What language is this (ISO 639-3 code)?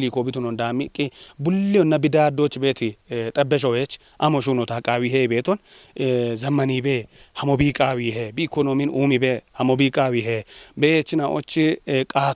kbr